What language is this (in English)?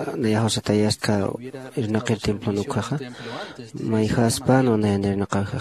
Aymara